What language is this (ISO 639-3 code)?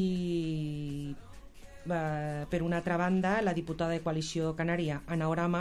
cat